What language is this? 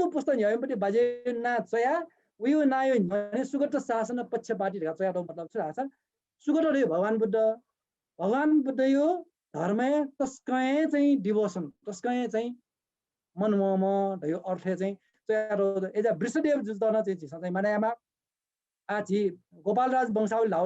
Newari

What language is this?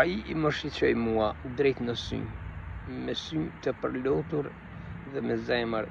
Albanian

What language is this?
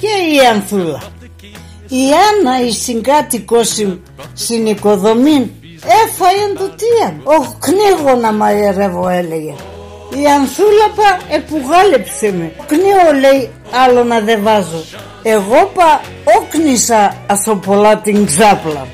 Pontic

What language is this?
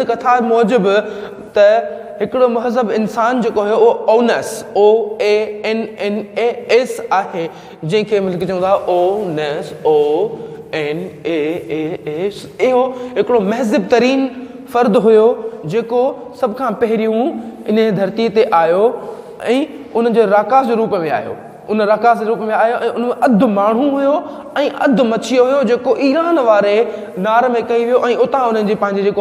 Sindhi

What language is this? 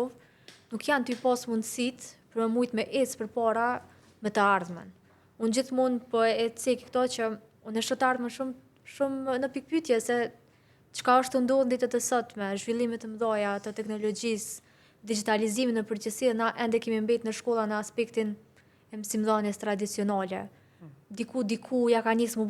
Albanian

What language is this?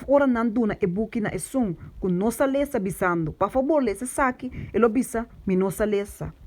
Papiamento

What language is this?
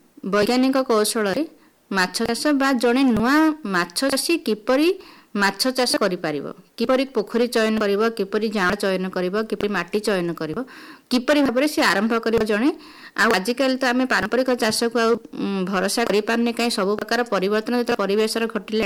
Odia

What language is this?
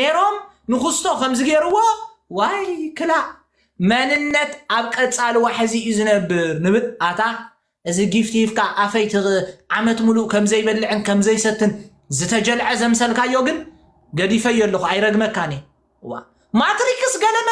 Tigrinya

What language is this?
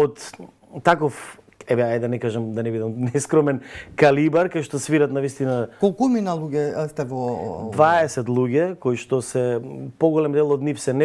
Macedonian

